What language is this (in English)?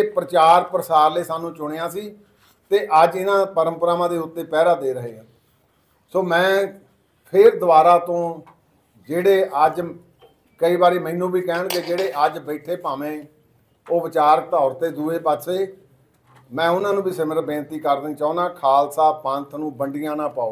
Punjabi